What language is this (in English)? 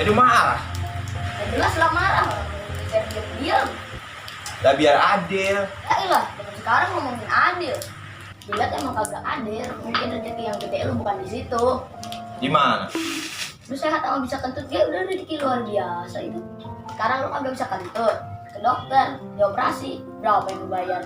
Betawi